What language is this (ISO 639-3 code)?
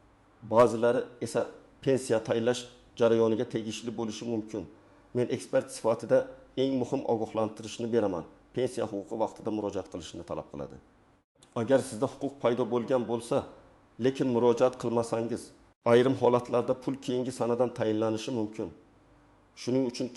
uzb